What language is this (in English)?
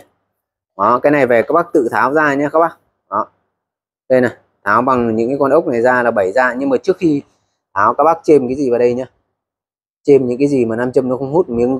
Vietnamese